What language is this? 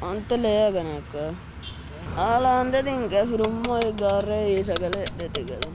Sidamo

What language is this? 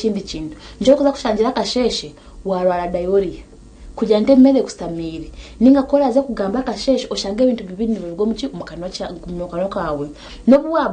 Nyankole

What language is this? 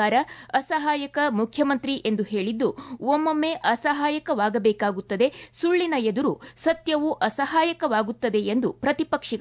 Kannada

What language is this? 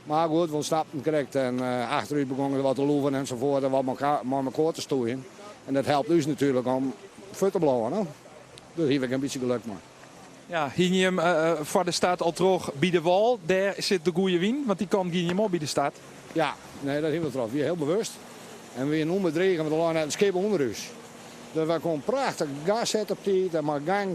Western Frisian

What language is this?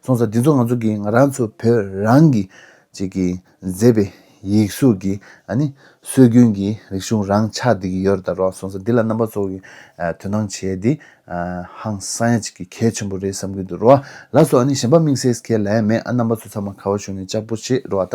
Tibetan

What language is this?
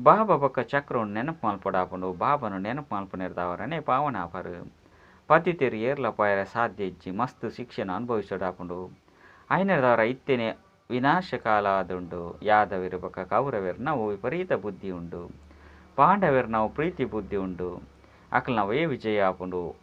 Tulu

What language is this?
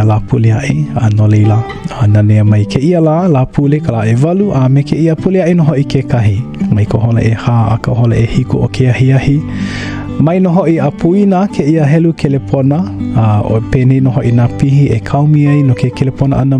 Hawaiian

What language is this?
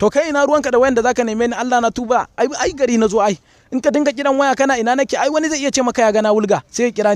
Hausa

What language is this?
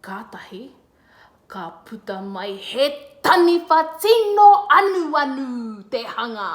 Māori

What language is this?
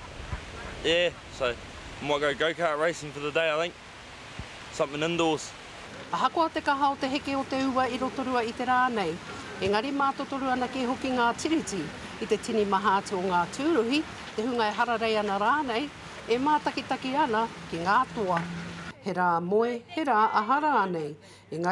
Māori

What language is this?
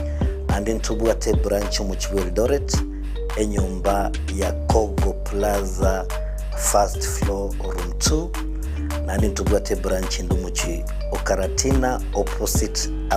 Gusii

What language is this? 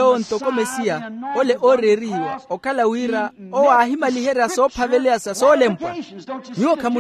Makhuwa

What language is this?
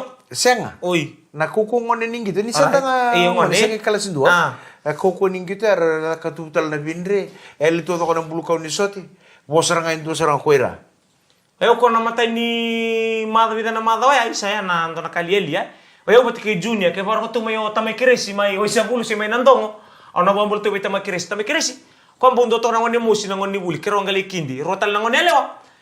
Fijian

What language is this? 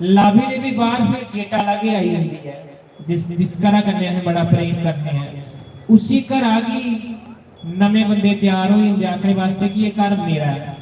Dogri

